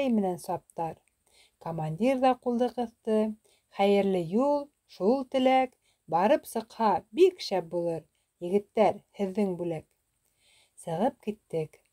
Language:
Bashkir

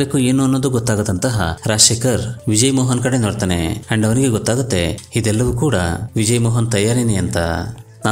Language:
Kannada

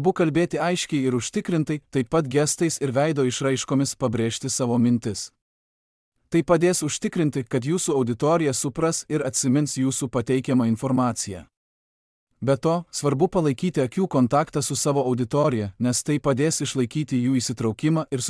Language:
Lithuanian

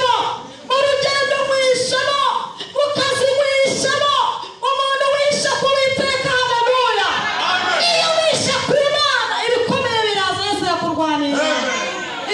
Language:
Kinyarwanda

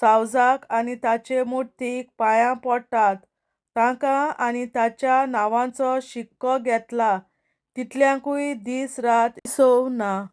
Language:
Konkani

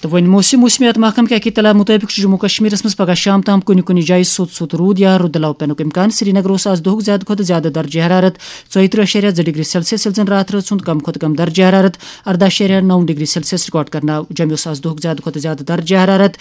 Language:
Kashmiri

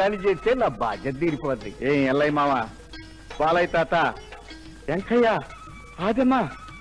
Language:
Telugu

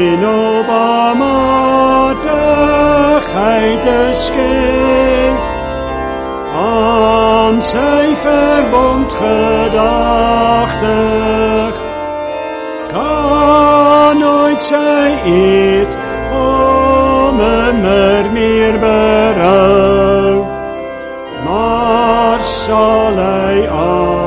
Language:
Afrikaans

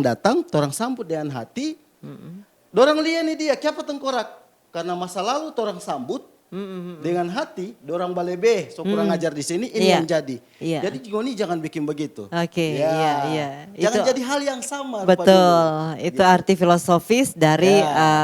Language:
Manado Malay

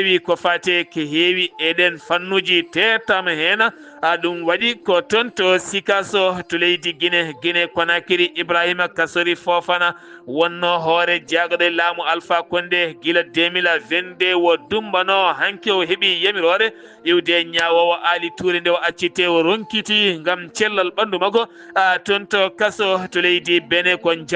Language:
Fula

